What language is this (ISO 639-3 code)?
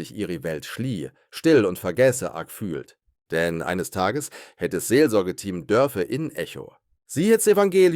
gsw